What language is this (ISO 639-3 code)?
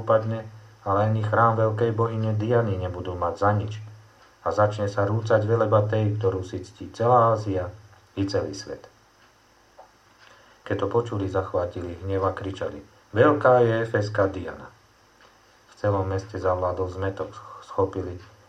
slk